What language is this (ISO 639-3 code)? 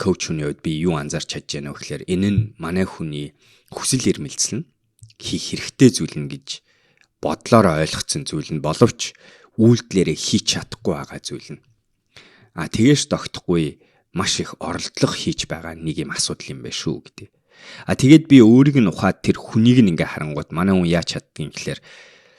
mon